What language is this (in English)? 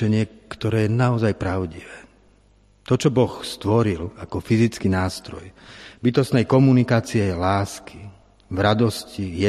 Slovak